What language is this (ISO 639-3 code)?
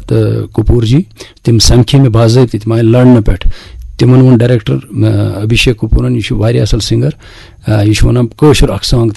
kas